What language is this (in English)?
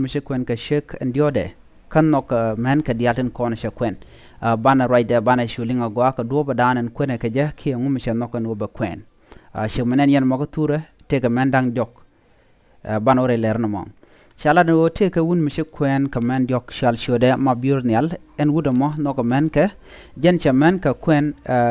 Nuer